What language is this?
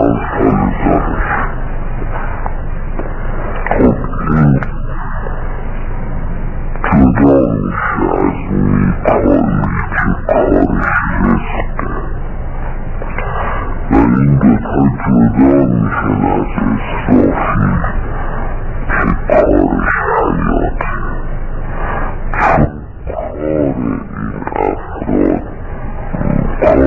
Persian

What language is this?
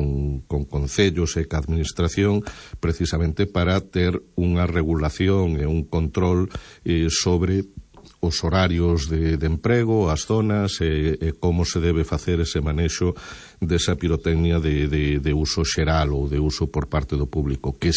Galician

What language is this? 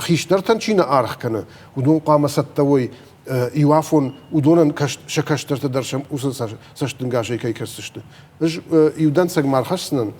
Ossetic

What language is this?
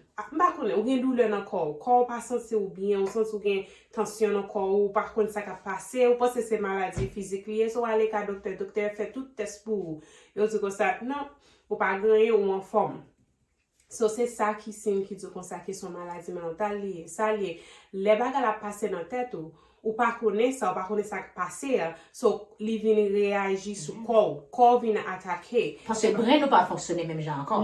Haitian Creole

